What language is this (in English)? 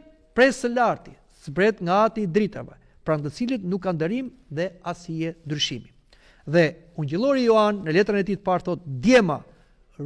Albanian